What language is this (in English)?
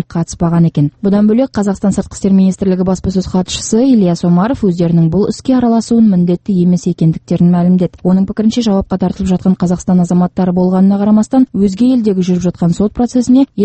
Kazakh